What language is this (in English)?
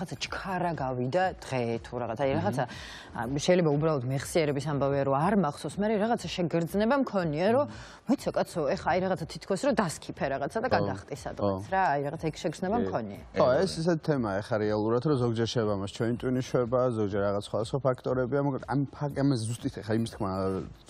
Georgian